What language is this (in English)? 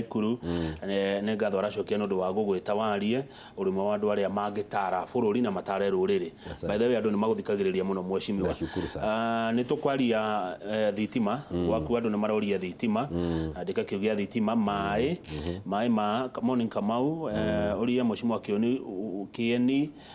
Kikuyu